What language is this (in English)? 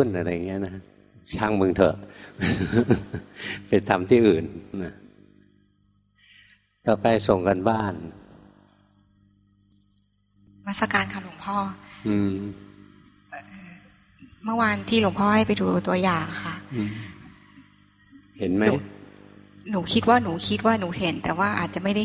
Thai